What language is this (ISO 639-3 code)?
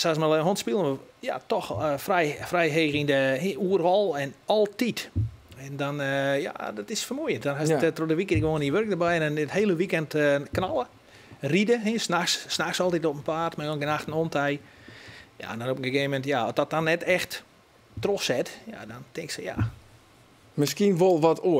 fry